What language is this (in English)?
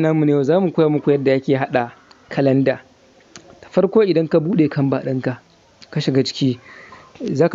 Hausa